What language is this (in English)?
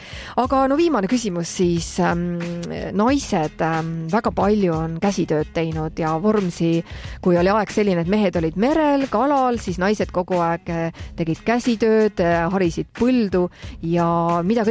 Estonian